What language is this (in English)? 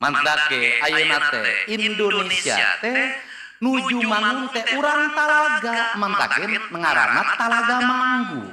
Sundanese